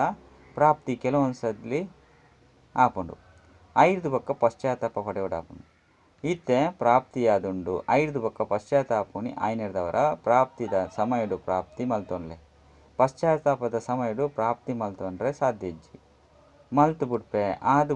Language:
Tulu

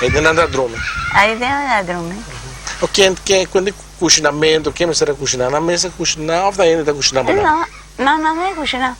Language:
Papiamento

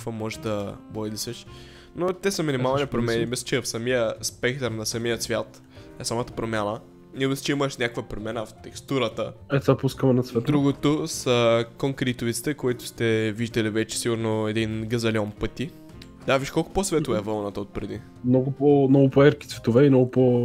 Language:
Bulgarian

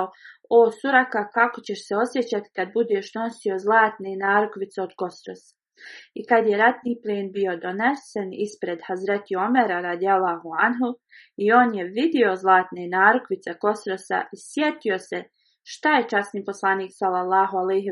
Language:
Bosnian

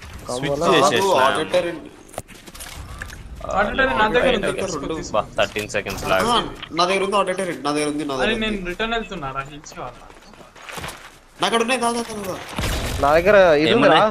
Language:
Telugu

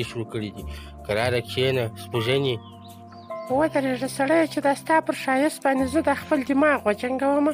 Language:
Pashto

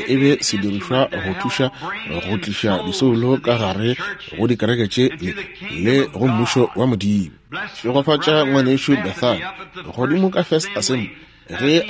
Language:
Northern Sotho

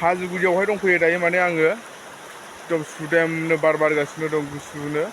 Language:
Bodo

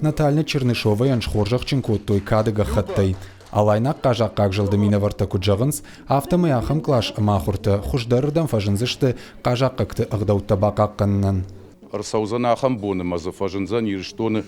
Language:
Ossetic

